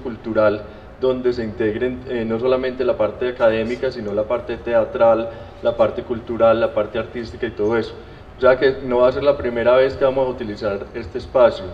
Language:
Spanish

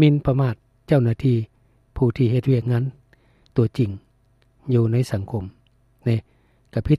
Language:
Lao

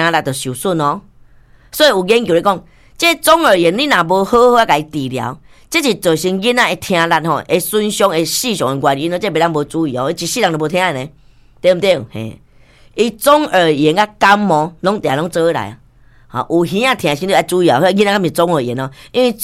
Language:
Min Nan Chinese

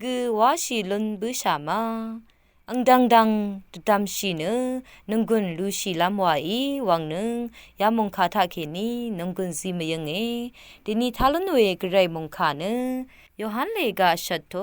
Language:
Rawang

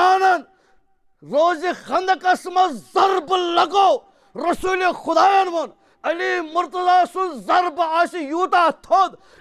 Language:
Kashmiri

